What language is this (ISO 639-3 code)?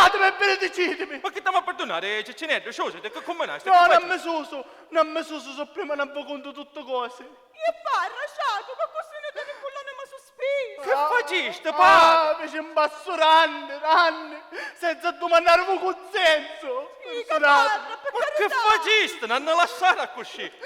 scn